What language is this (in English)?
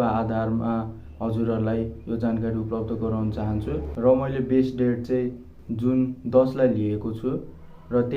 Nepali